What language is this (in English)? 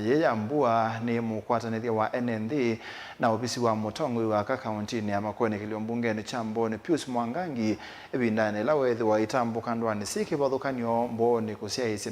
Kamba